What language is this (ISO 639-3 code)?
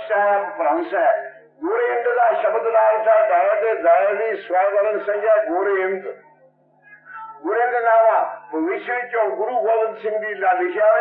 pan